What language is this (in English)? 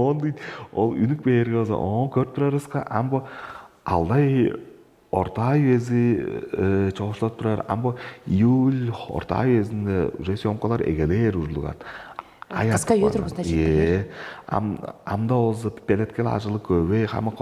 Tuvinian